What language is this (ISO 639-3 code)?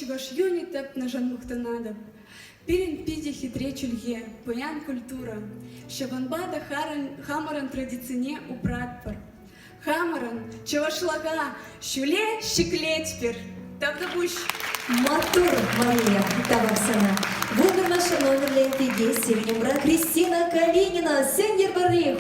chv